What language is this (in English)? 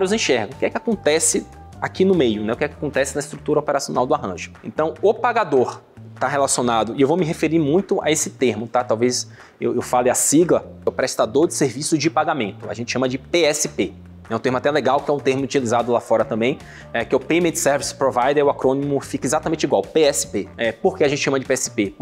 Portuguese